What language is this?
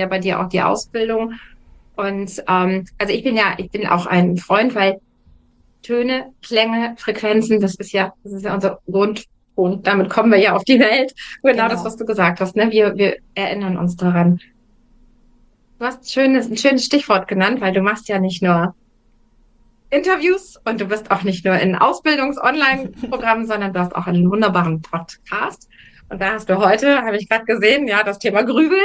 German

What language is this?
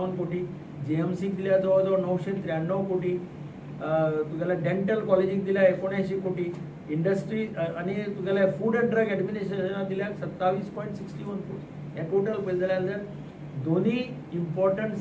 Konkani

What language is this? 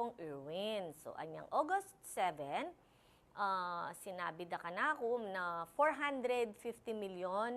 Pampanga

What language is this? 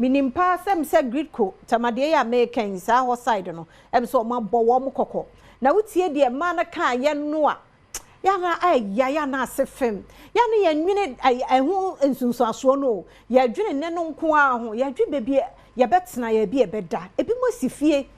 Akan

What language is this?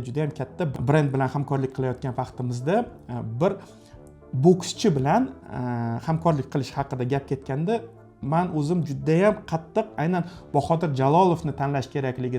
Uzbek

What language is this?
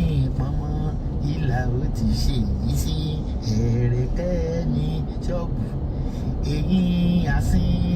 Yoruba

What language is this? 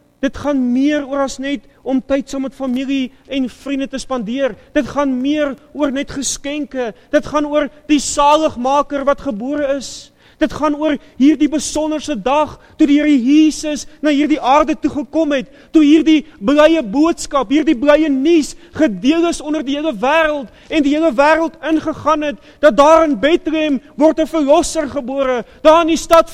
Afrikaans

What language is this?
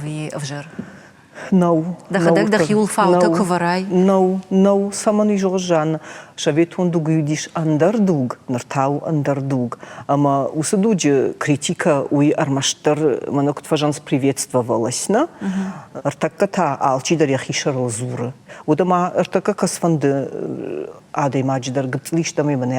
Ossetic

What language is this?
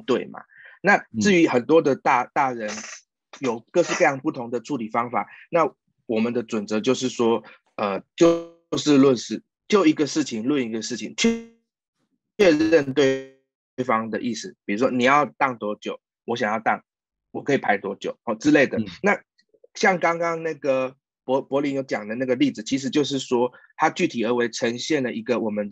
Chinese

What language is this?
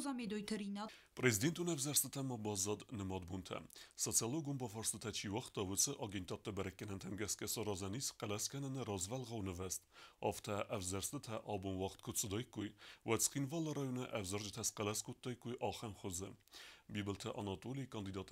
Ossetic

